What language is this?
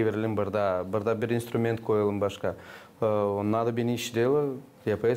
Gagauz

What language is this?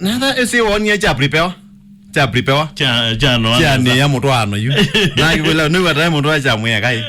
Kamba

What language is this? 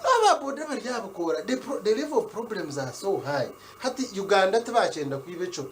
Nyankole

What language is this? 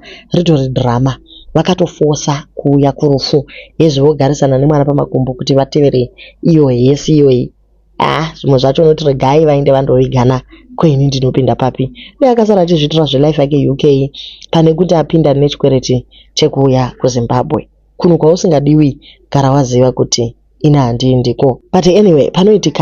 Shona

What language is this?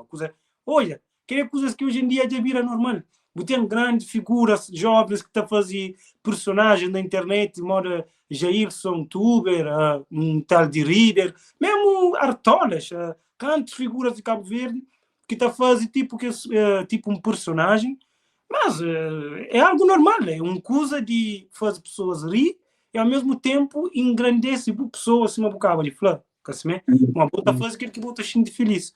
Kabuverdianu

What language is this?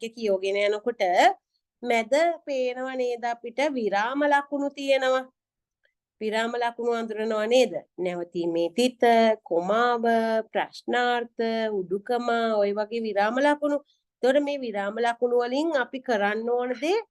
Sinhala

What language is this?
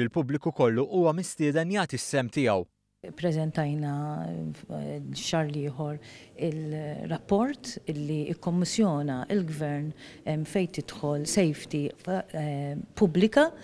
Maltese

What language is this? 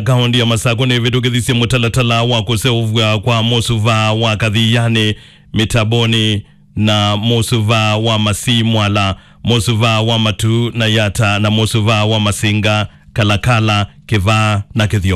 Kamba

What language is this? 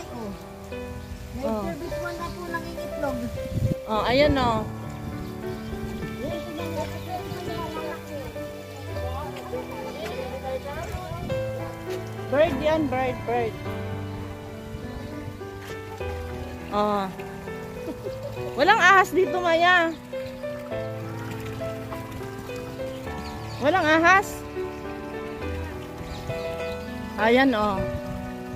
Filipino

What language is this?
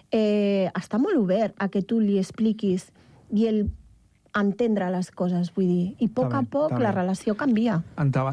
Catalan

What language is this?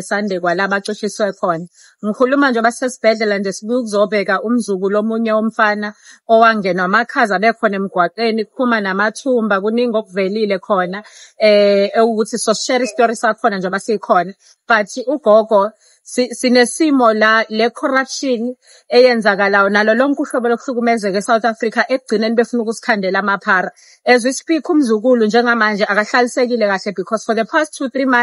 Zulu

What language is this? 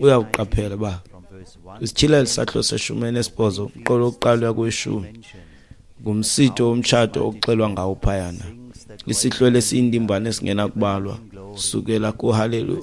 Xhosa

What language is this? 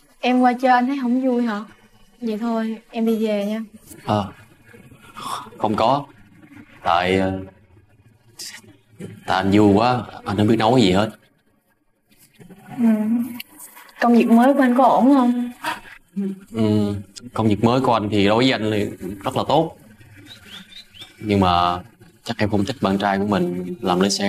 Vietnamese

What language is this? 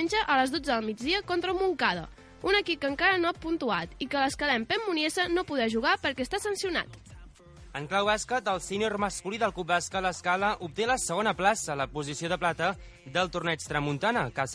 Catalan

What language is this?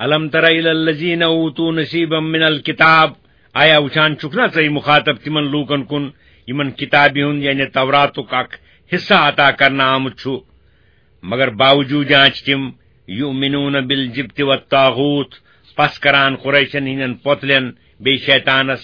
Kashmiri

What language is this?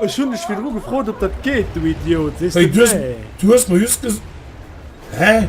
Luxembourgish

